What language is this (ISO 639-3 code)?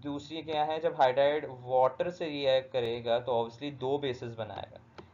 hin